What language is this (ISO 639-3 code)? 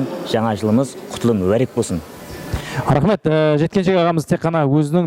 kaa